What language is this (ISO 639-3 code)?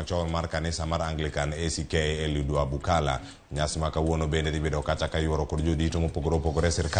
luo